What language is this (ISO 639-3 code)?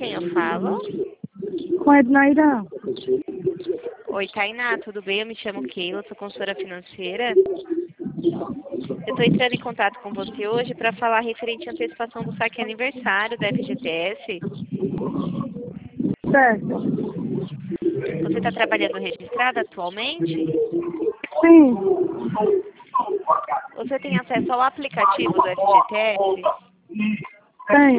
por